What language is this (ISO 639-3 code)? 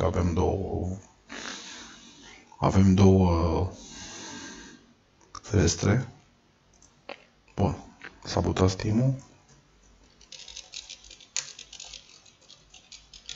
ron